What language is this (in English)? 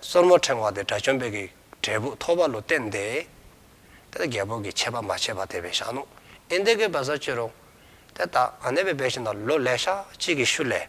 Dzongkha